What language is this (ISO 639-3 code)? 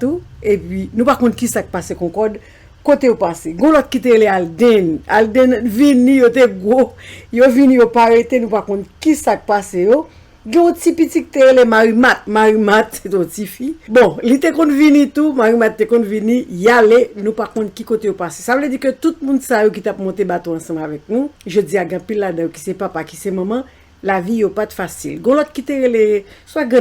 hat